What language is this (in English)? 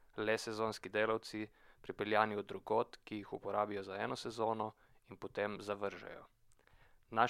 Slovenian